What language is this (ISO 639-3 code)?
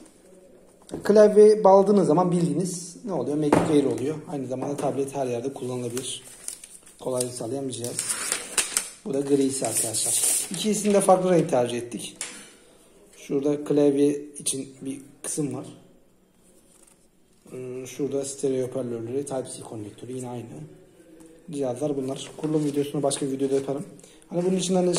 tur